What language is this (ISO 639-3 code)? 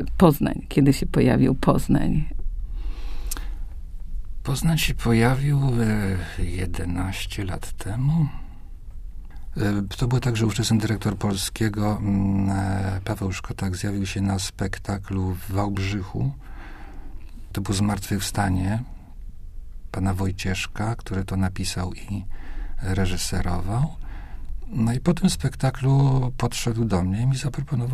pol